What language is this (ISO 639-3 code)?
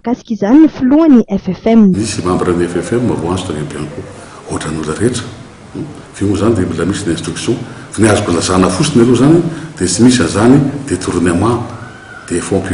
mlg